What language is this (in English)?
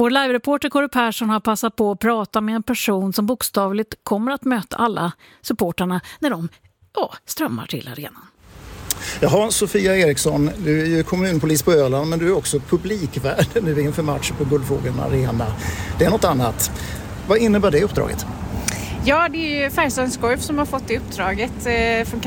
Swedish